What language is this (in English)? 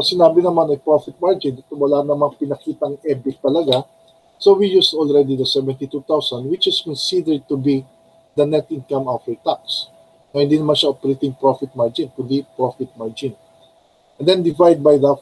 Filipino